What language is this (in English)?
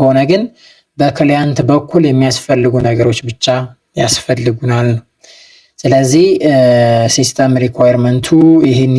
Amharic